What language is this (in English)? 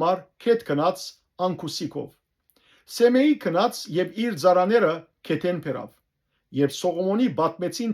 Western Armenian